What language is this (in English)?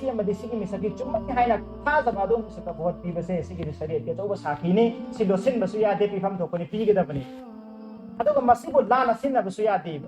Manipuri